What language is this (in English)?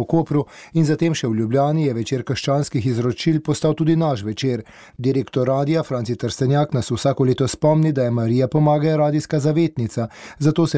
Slovenian